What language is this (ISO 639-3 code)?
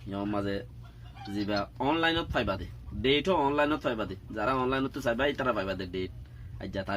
rhg